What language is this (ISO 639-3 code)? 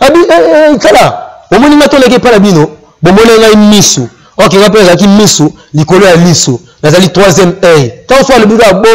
lin